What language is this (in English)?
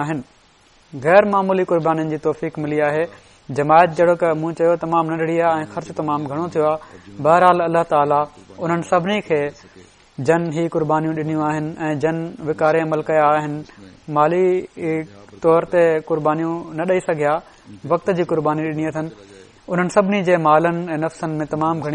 Sindhi